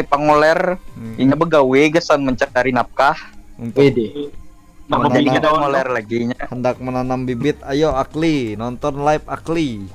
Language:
Banjar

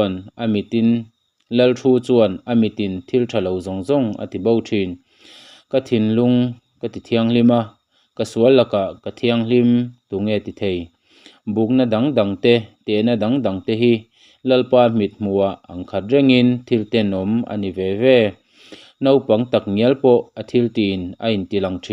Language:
Mizo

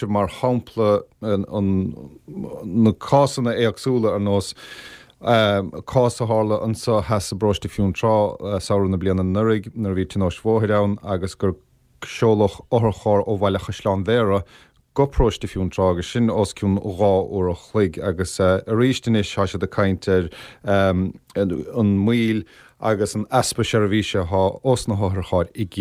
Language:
Irish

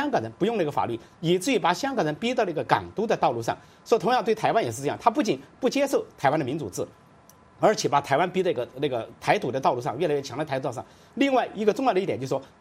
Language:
Chinese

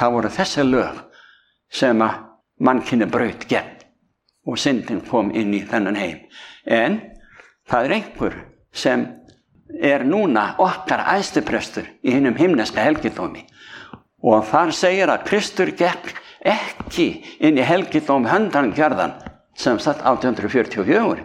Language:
Icelandic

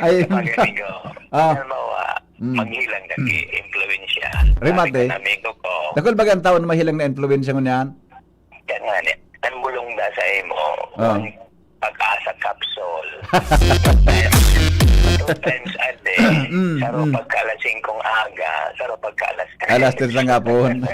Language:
Bikol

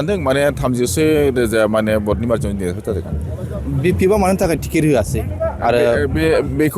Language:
Bodo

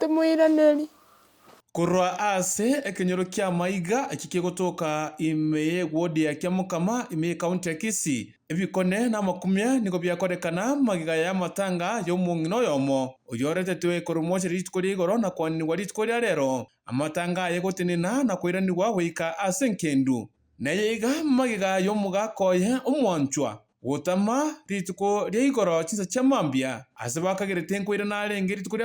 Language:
Gusii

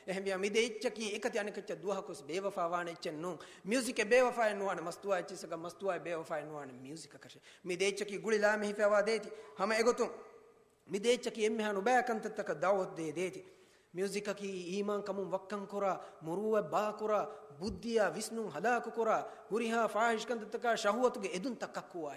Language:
Divehi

